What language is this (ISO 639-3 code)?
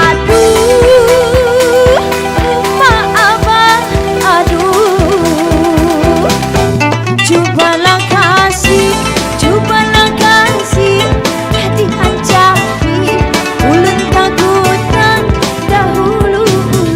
bjn